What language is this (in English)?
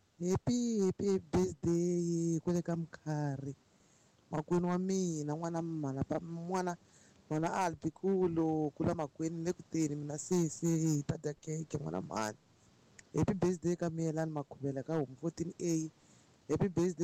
Tsonga